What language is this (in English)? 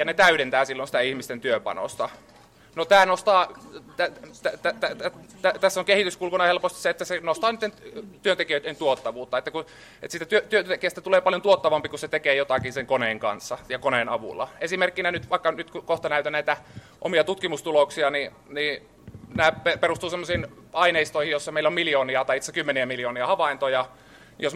Finnish